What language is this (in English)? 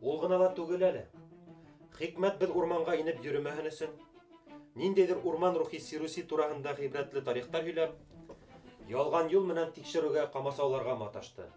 Bashkir